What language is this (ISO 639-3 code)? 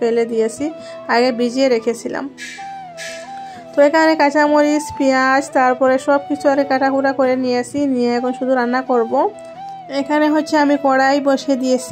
ben